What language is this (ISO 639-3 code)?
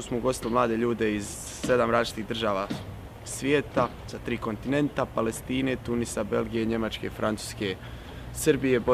bos